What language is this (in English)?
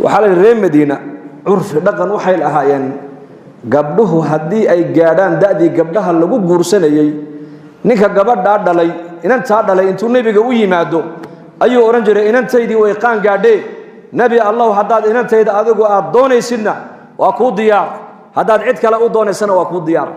Somali